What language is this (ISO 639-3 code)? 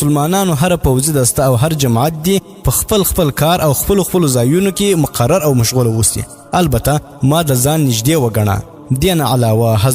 pus